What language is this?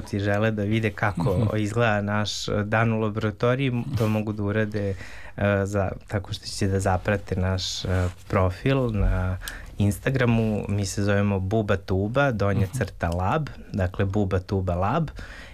Serbian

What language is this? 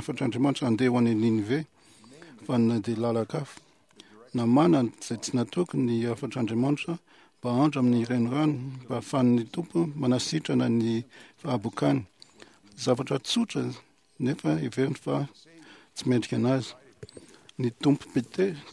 Malagasy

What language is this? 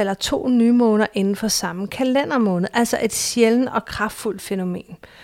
Danish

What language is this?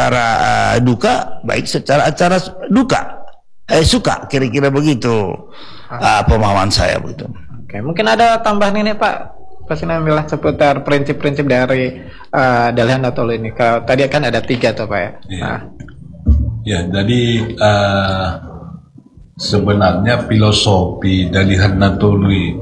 Indonesian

